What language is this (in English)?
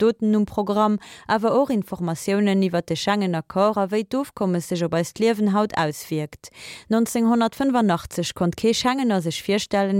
Luxembourgish